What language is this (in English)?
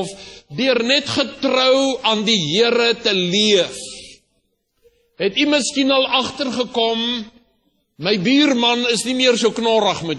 Afrikaans